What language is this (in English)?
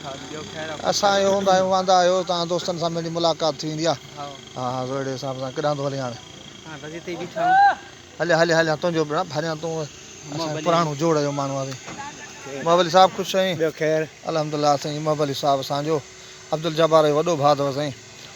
Sindhi